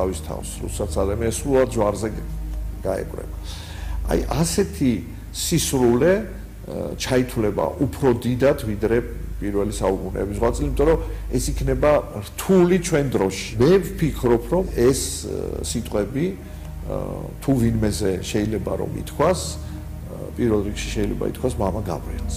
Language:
Georgian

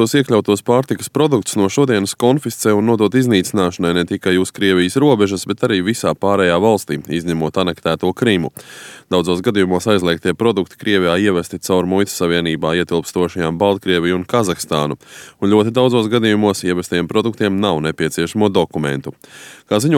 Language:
Latvian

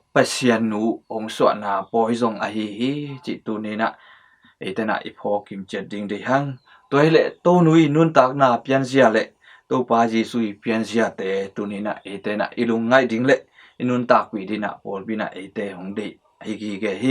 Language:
Tedim Chin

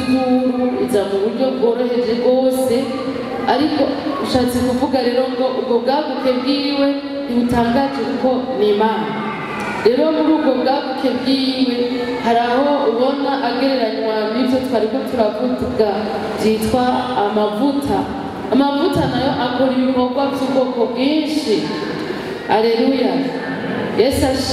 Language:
Rundi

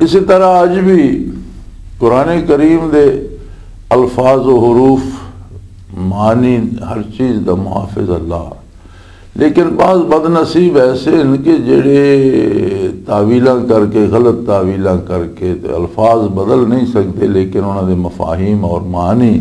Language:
Western Panjabi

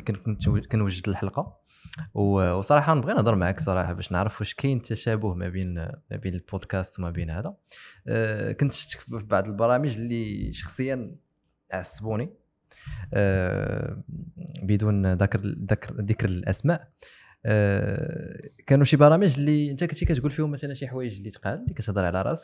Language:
Moroccan Arabic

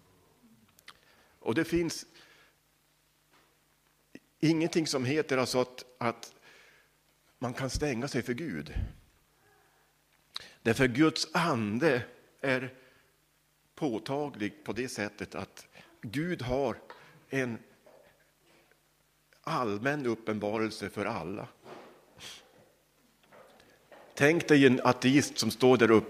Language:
Swedish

